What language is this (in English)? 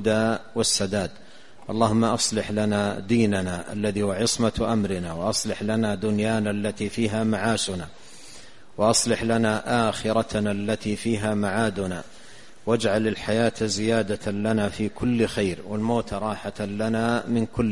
Arabic